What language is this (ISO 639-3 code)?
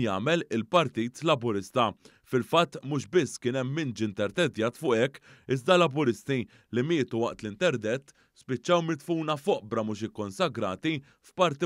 mlt